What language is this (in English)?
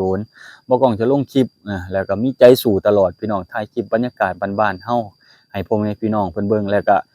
Lao